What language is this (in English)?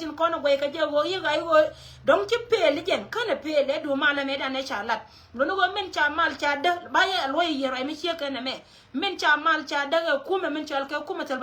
Nuer